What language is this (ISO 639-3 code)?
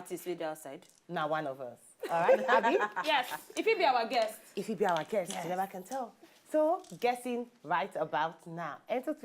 pcm